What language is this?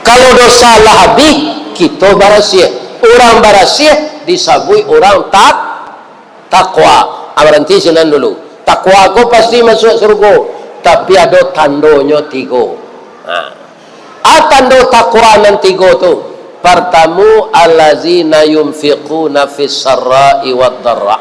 Minangkabau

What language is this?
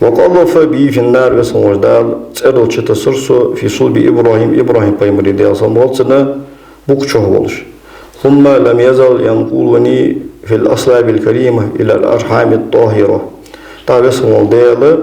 Ingush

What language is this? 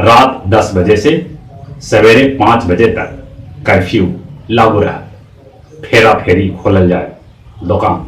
Magahi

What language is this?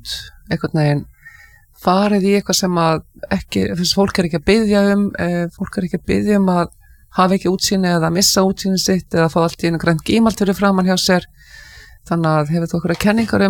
Icelandic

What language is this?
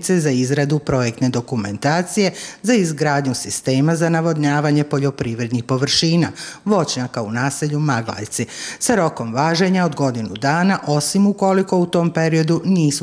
Bosnian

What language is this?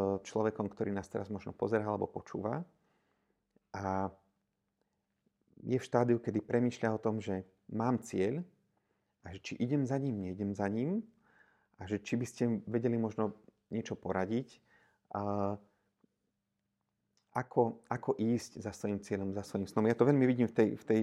Slovak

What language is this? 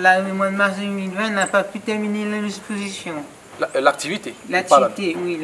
Réunion Creole French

